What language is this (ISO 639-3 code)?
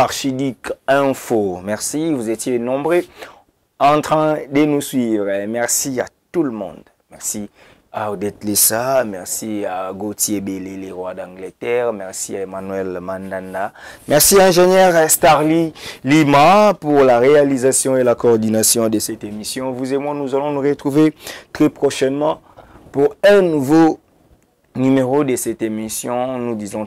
fra